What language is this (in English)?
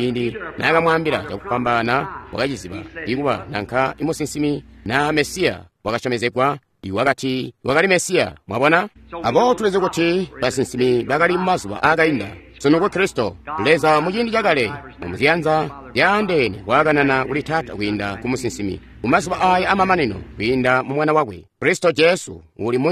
Tonga (Zambia)